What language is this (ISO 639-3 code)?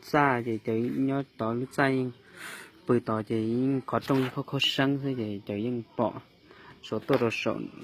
hmn